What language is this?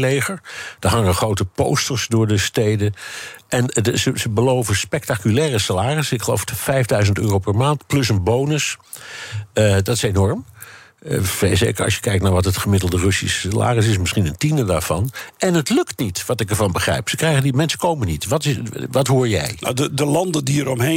Dutch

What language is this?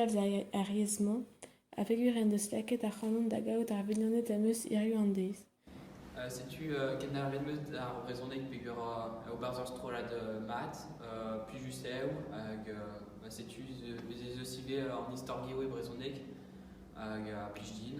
Breton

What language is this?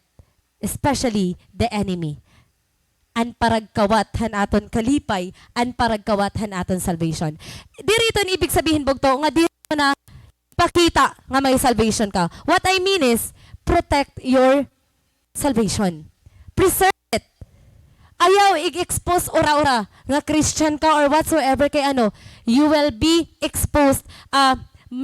Waray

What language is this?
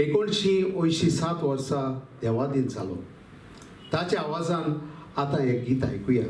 Konkani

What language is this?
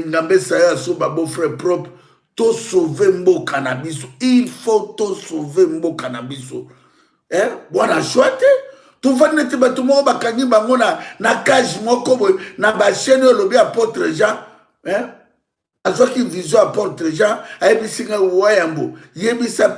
Lingala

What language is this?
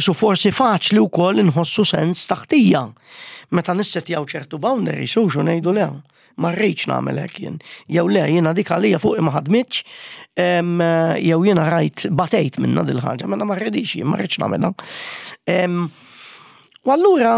Maltese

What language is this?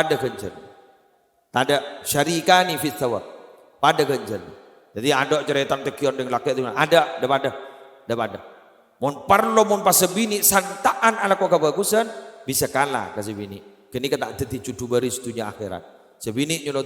Madurese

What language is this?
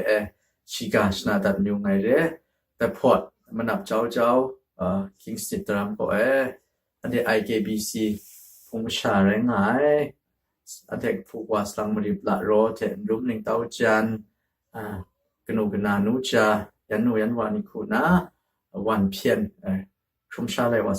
Kachin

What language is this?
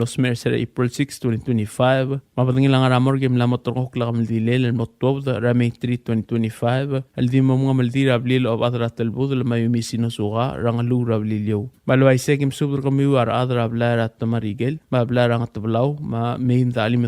Palauan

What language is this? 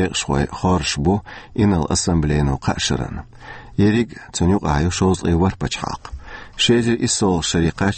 Chechen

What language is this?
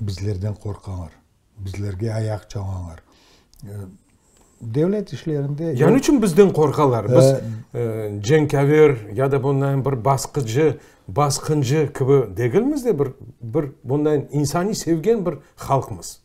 Crimean Tatar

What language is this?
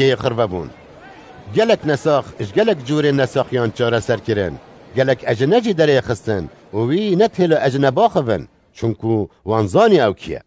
Kurdish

